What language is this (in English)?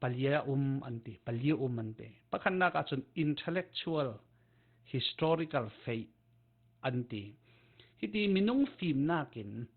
Falam Chin